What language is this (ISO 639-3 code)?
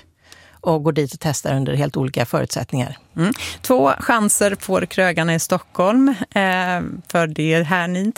swe